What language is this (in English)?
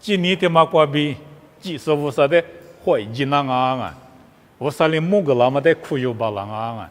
Lisu